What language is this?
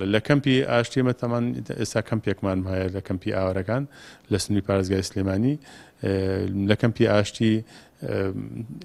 Central Kurdish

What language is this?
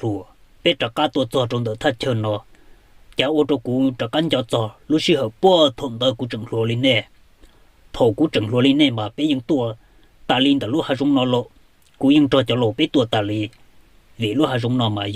Hmong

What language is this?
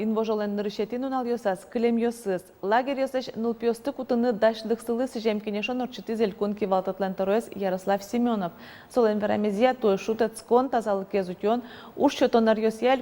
Udmurt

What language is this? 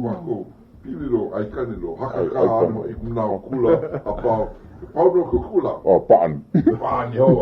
Hawaiian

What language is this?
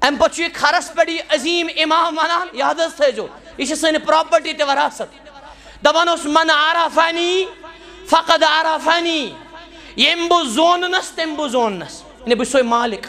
Kashmiri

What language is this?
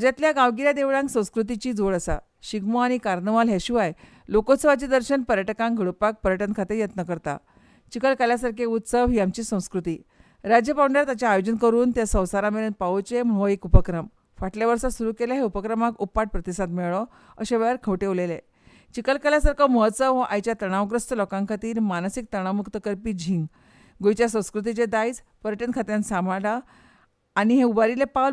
Konkani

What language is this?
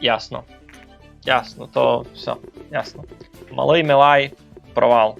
Rusyn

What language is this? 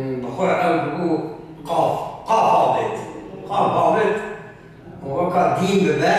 Kurdish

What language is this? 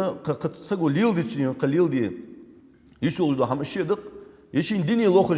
Ingush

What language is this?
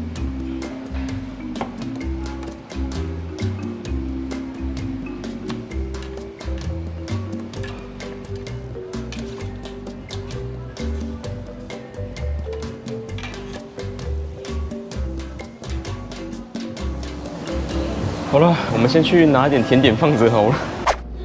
Chinese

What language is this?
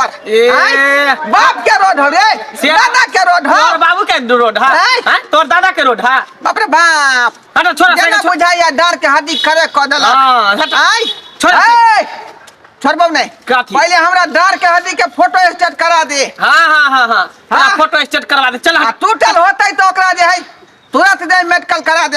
Maithili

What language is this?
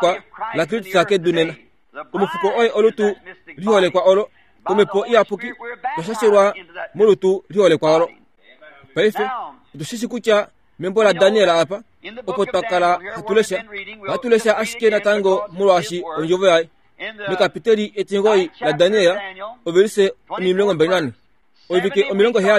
Kuanyama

